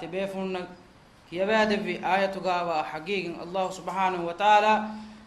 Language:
Divehi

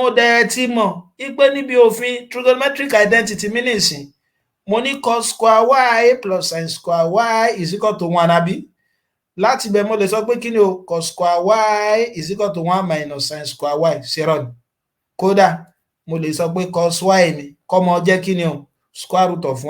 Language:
Yoruba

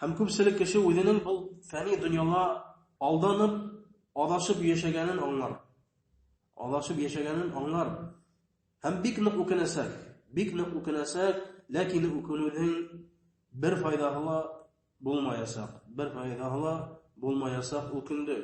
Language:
Bashkir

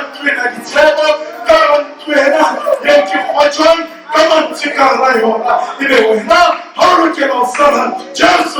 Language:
Southern Sotho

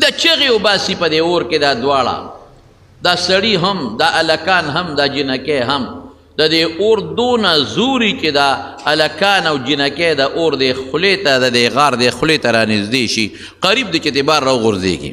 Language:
Pashto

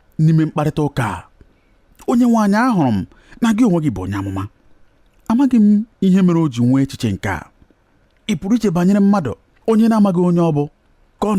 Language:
Igbo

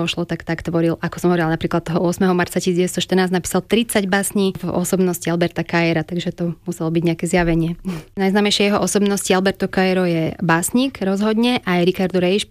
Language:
Slovak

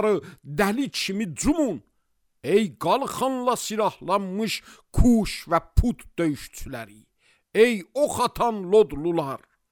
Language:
Azerbaijani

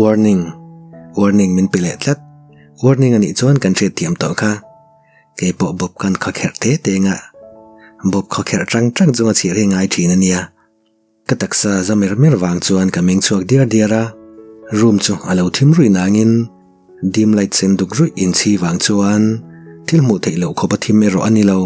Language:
Mizo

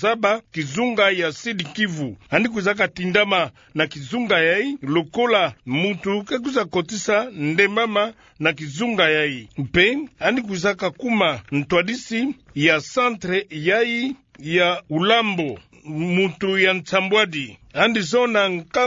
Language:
Kituba (Democratic Republic of Congo)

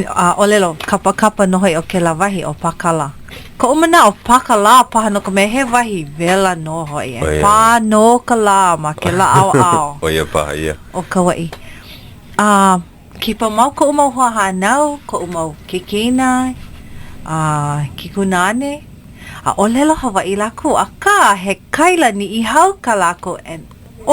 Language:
Hawaiian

